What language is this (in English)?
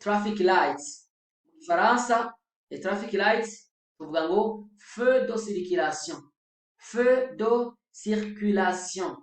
Rundi